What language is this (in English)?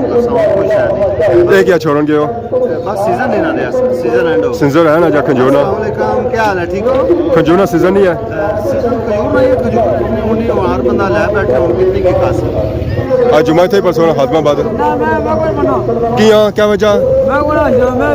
Pahari-Potwari